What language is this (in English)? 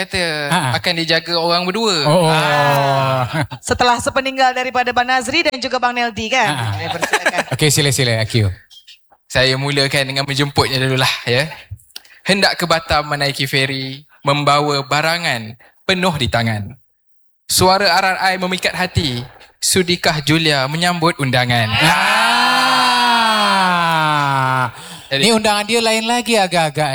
Malay